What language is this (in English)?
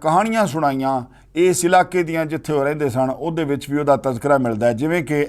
Western Panjabi